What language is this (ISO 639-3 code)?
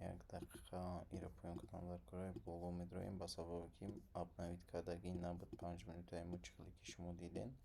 tgk